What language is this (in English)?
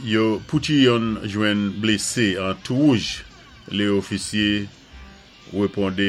Saint Lucian Creole French